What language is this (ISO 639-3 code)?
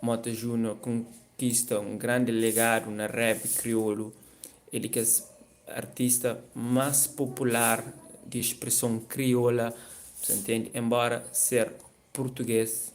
kea